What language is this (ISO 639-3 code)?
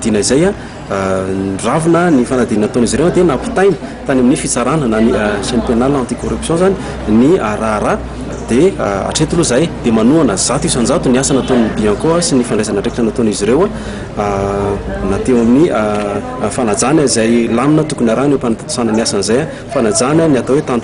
mlg